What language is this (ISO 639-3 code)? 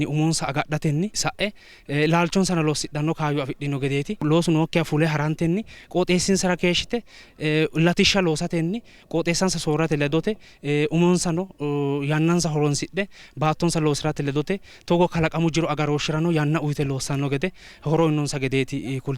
sid